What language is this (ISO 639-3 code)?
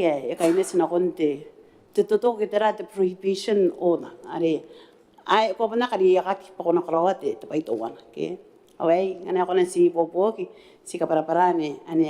gil